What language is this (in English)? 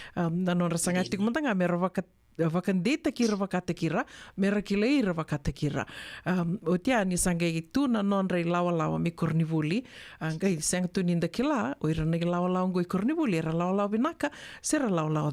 Fijian